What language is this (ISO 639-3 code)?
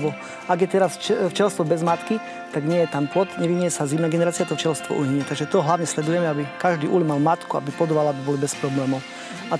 slk